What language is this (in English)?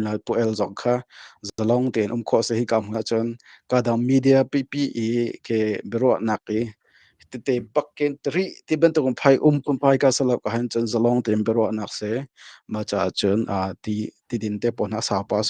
Hakha Chin